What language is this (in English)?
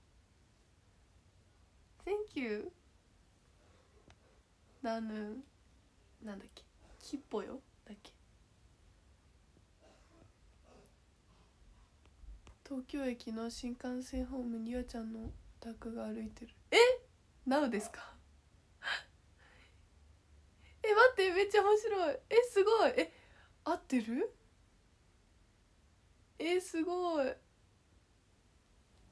Japanese